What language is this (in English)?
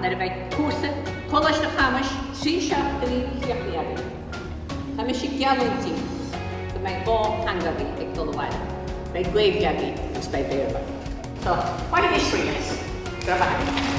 Irish